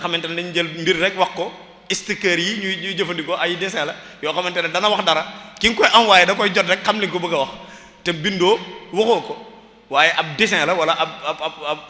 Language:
Wolof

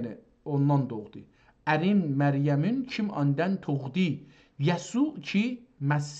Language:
South Azerbaijani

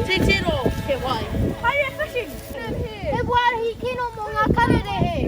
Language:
Māori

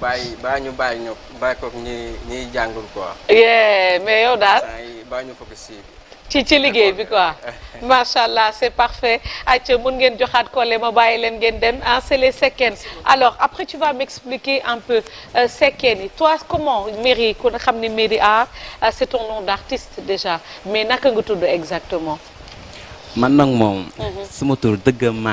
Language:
Wolof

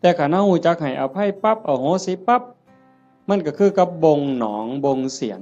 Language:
Northeastern Thai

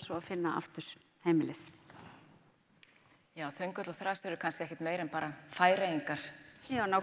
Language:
Icelandic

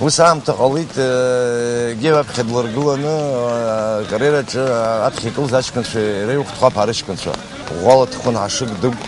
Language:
Abkhazian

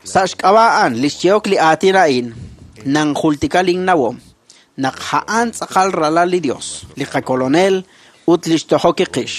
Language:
Kekchí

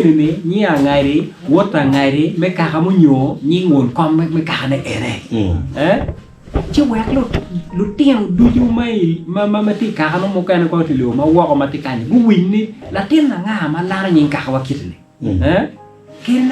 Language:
Acoli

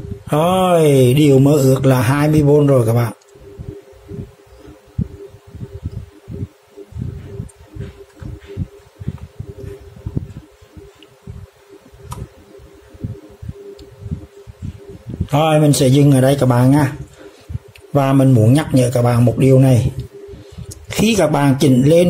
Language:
Vietnamese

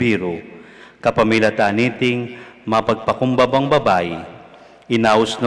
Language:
Pampanga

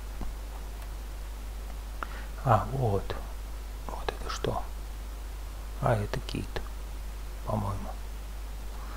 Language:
Russian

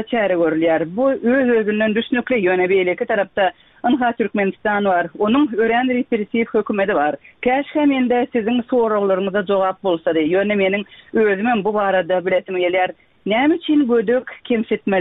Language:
Turkmen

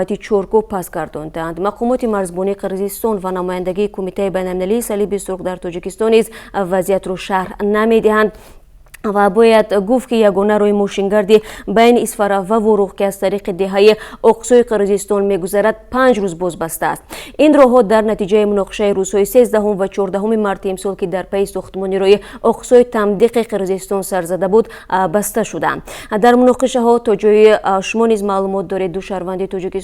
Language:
Tajik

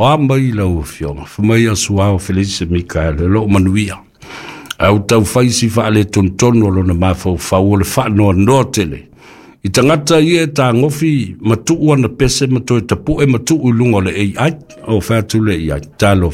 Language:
Samoan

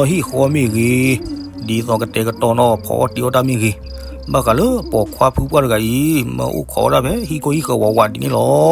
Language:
S'gaw Karen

